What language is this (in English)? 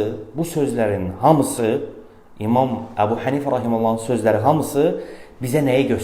Azerbaijani